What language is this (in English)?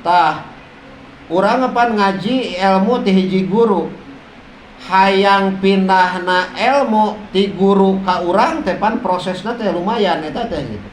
Sundanese